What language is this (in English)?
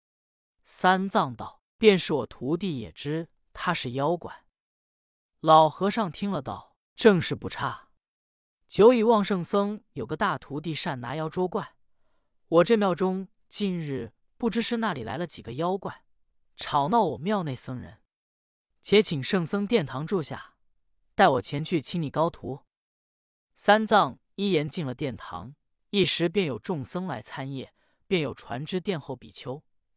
Chinese